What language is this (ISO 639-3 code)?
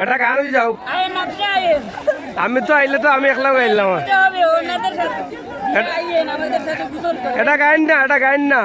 syl